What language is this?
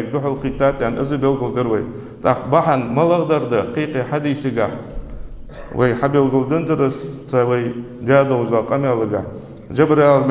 Ingush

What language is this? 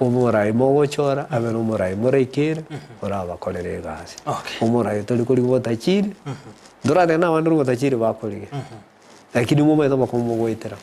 Gusii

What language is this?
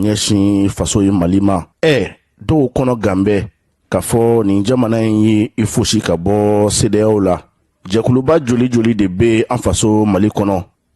Bambara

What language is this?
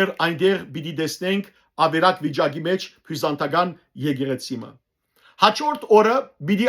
Western Armenian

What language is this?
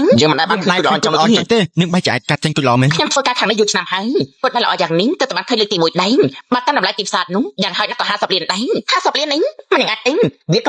Khmer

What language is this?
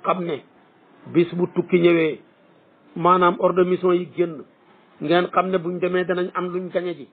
Wolof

